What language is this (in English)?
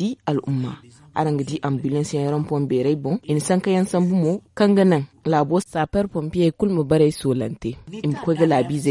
Zarma